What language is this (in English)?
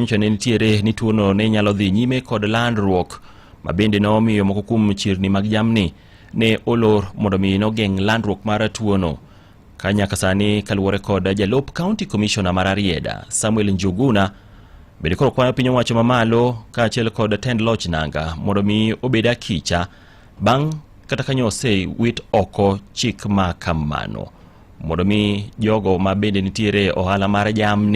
Luo (Kenya and Tanzania)